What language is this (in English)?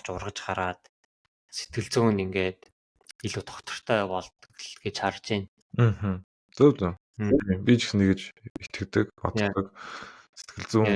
Mongolian